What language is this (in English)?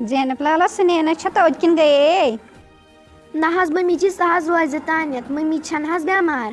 Kashmiri